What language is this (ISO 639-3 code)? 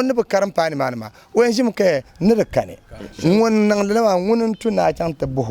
dag